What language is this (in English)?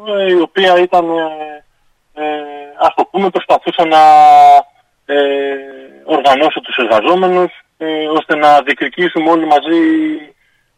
Greek